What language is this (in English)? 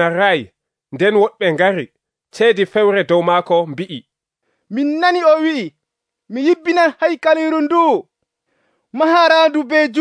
Nigerian Fulfulde